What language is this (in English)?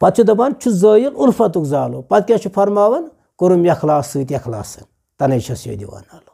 Kashmiri